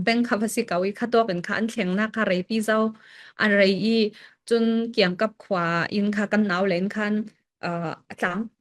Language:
Falam Chin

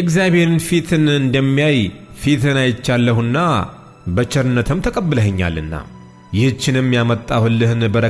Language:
Amharic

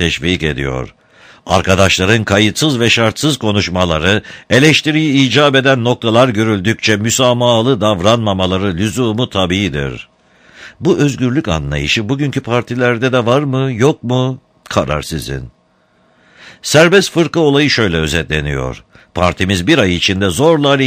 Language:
Turkish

